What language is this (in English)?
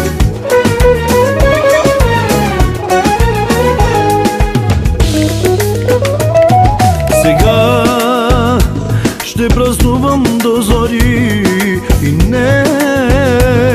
Bulgarian